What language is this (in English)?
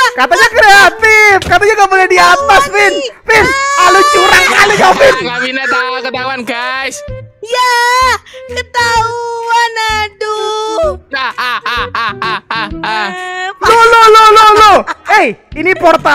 Indonesian